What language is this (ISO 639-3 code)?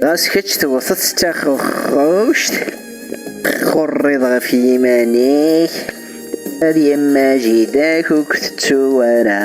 kab